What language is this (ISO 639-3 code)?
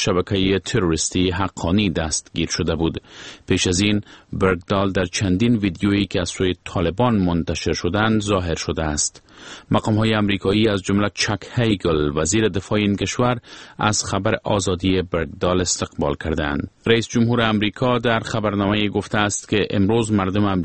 fas